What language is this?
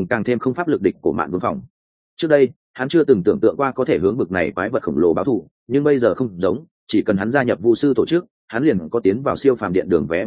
Vietnamese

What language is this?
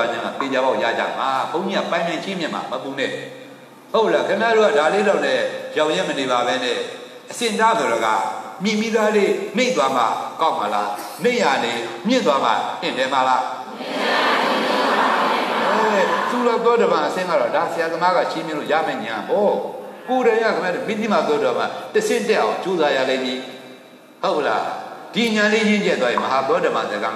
Burmese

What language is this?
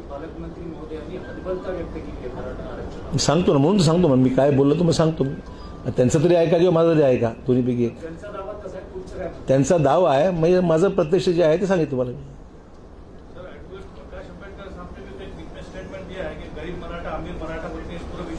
Marathi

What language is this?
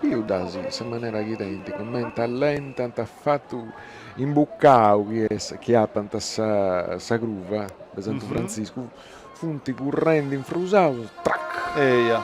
Sardinian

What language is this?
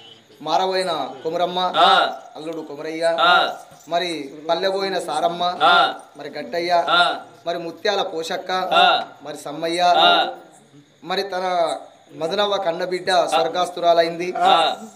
Telugu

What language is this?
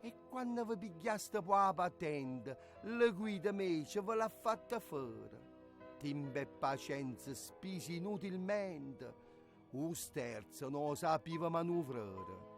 Neapolitan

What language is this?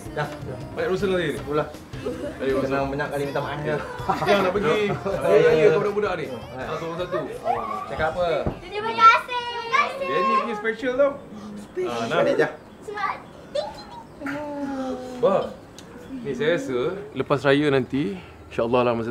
Malay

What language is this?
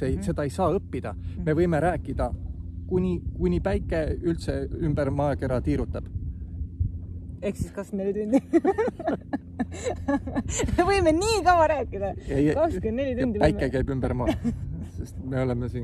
Estonian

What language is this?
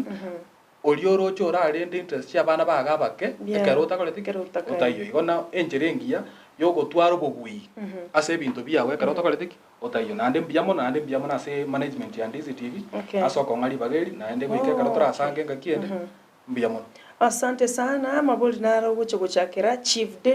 Gusii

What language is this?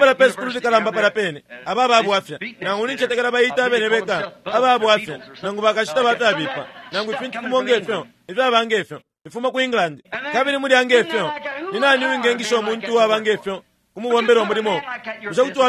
Bemba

